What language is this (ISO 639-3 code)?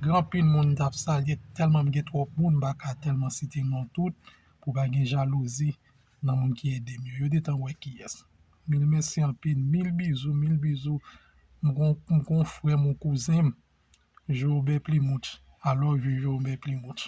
hat